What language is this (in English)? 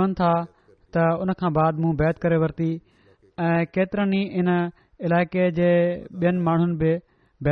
Sindhi